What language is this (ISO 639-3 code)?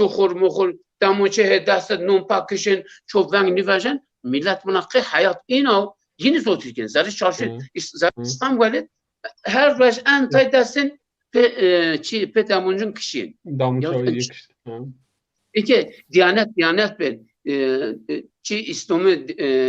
zza